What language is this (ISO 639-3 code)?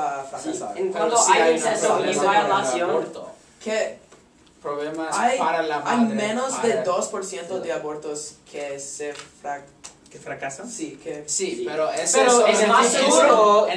spa